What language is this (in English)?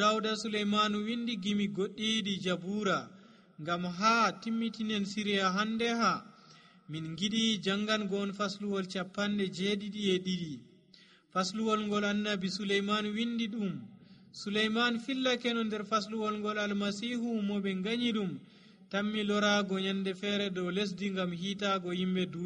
Nigerian Fulfulde